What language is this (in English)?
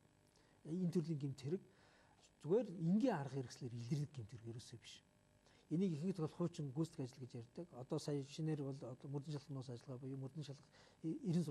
Mongolian